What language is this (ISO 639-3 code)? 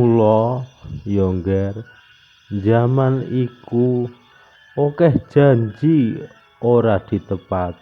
jav